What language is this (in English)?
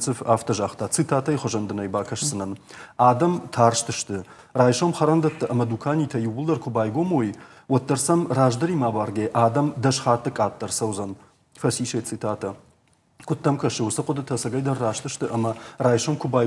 Ossetic